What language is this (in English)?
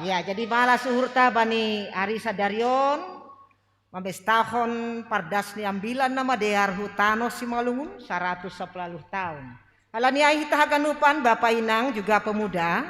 Batak Simalungun